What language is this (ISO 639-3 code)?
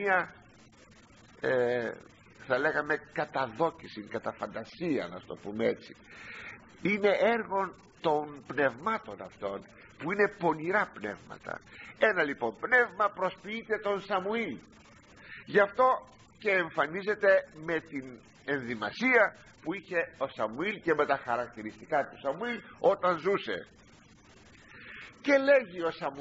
ell